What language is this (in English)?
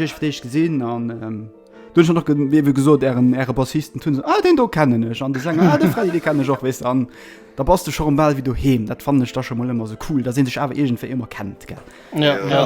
Luxembourgish